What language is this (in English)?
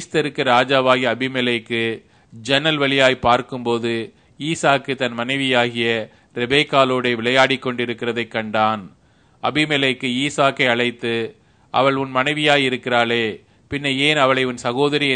Tamil